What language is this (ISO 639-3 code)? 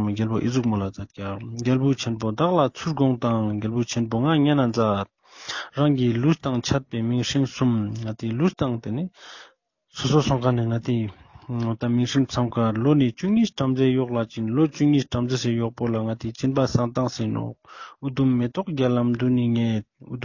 lbj